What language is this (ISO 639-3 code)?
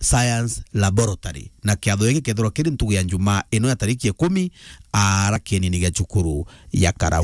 mer